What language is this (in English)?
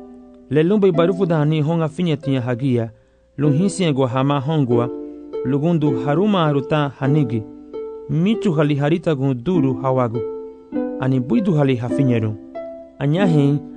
Garifuna